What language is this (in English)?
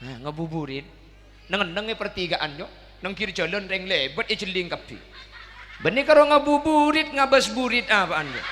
Madurese